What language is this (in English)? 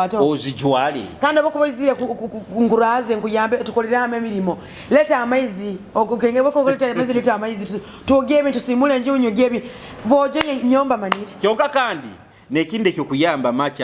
Nyoro